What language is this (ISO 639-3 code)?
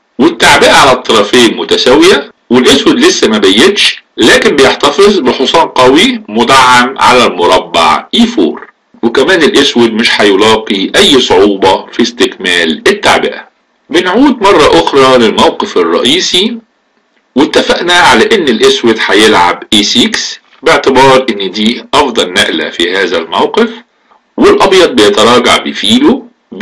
arz